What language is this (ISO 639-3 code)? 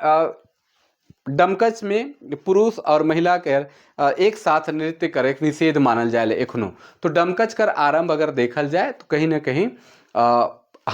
sck